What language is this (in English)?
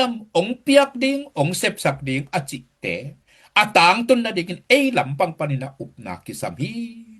Tedim Chin